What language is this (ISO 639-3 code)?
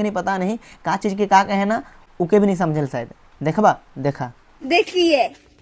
sck